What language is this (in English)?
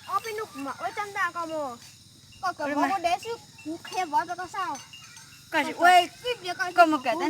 Hmong